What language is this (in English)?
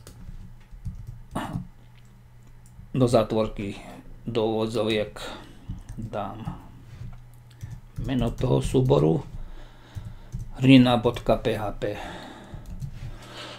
Slovak